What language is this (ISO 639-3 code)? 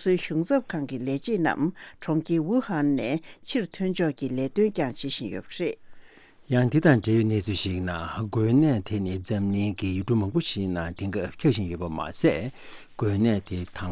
bod